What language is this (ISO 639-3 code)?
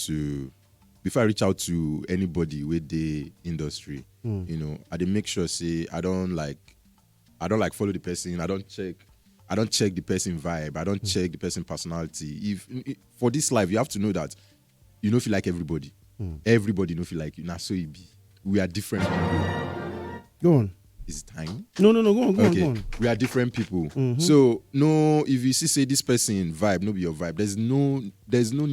pcm